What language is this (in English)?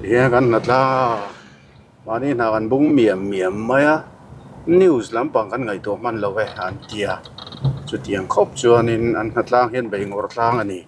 Mizo